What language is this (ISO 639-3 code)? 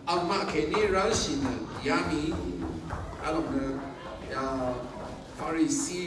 raw